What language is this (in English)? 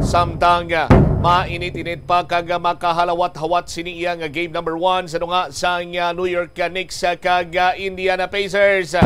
Hiligaynon